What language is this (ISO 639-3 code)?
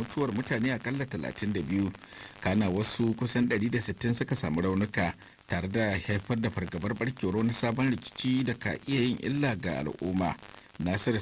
hau